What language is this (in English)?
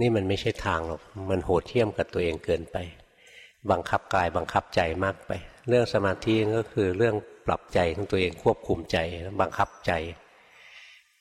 Thai